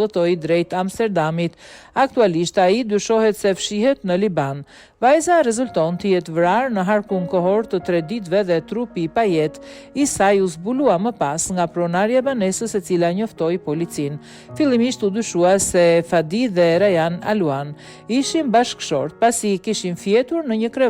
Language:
Albanian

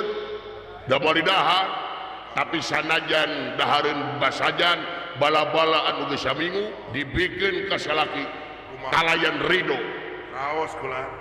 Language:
Sundanese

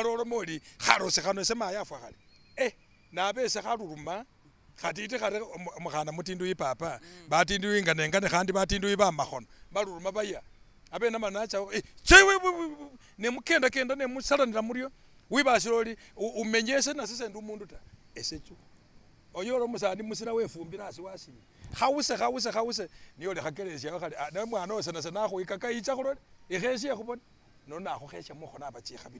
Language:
Masaaba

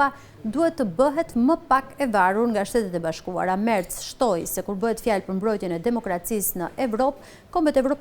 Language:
Albanian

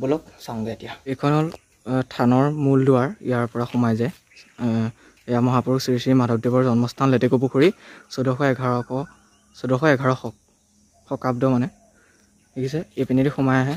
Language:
Assamese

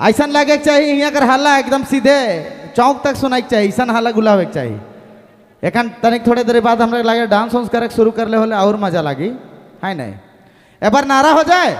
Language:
Sadri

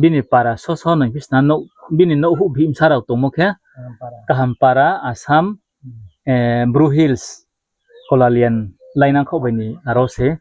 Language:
Riang (India)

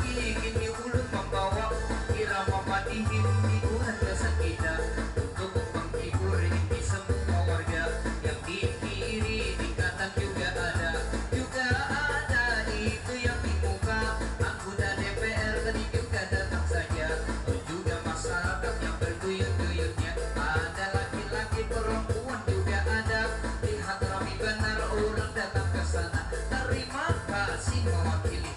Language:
Banjar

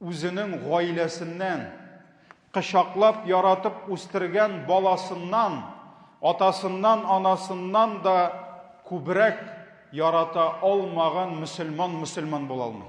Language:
Tatar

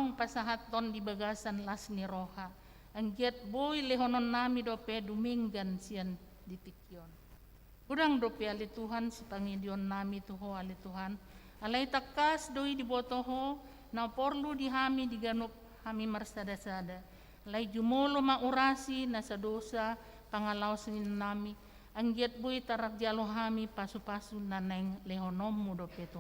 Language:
Batak Toba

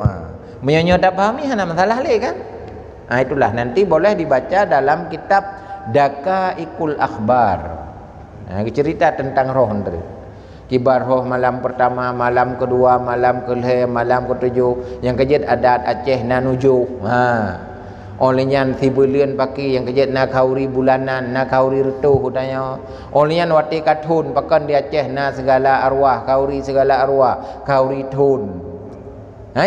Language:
Achinese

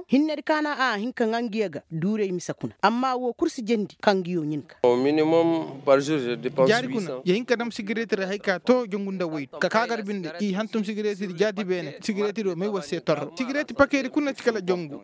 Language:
Koyraboro Senni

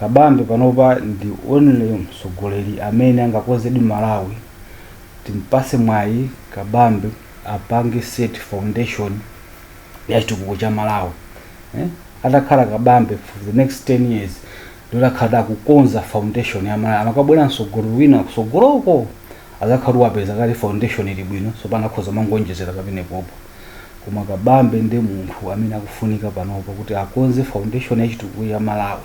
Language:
Nyanja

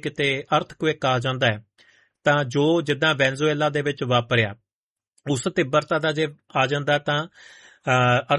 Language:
Punjabi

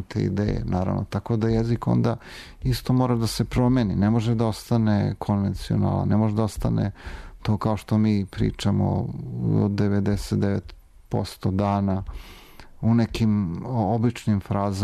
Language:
Serbian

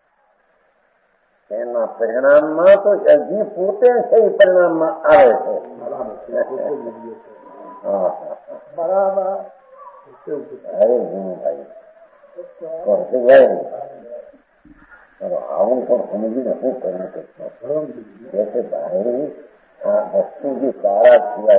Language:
Gujarati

